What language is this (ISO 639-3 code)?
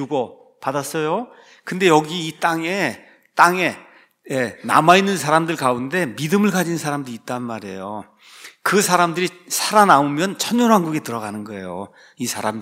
kor